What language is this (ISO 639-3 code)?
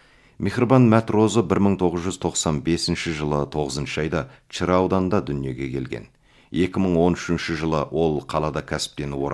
kaz